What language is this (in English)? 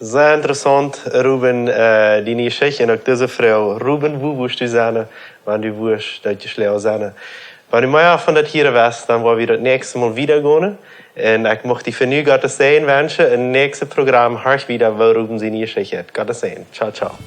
Plautdietsch